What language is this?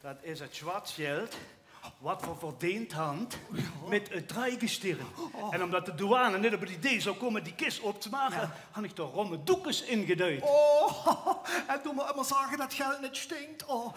Limburgish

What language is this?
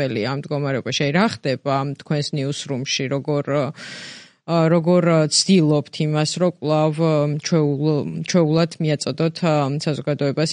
Georgian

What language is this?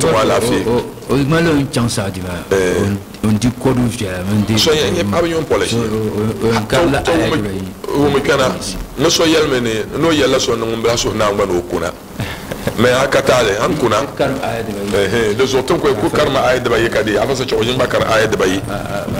Dagbani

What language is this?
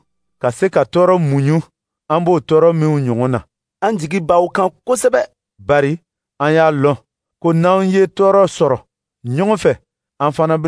Dyula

